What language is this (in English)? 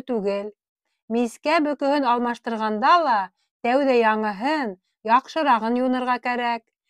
Bashkir